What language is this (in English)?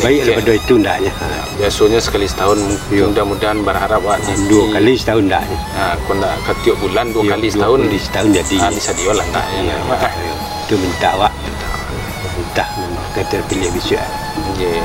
Minangkabau